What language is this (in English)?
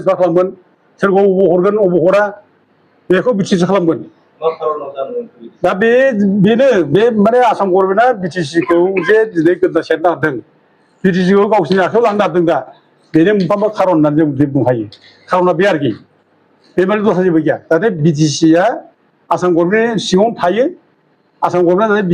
Bodo